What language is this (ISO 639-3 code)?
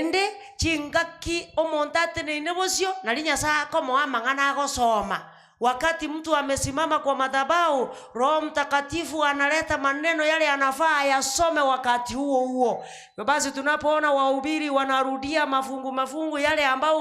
guz